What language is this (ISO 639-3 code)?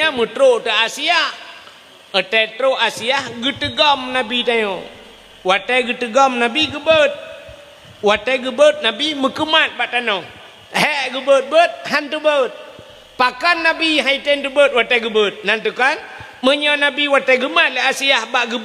ace